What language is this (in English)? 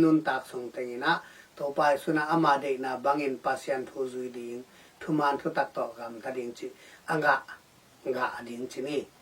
Tedim Chin